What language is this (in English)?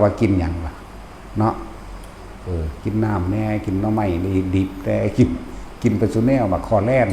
Northeastern Thai